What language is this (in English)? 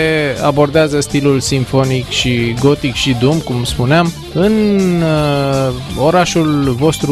Romanian